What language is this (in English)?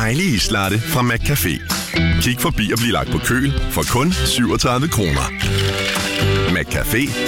Danish